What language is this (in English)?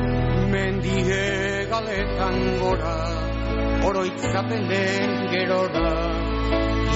Basque